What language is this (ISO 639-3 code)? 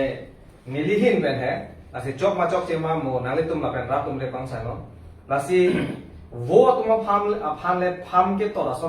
mjw